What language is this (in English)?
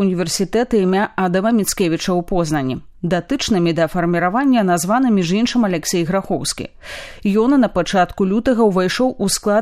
Belarusian